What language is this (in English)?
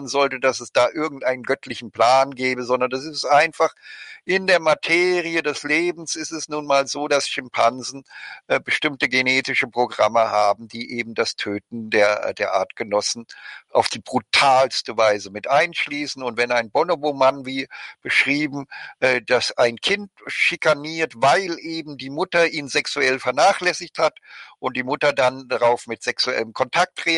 German